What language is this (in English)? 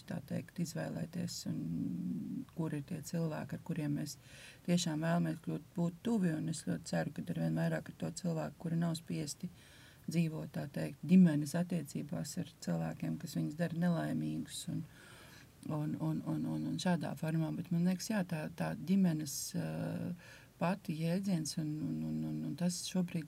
Latvian